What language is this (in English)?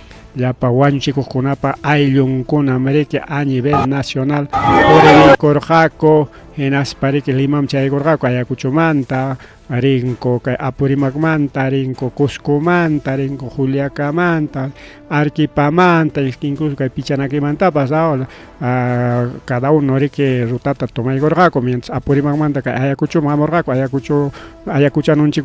Ayacucho Quechua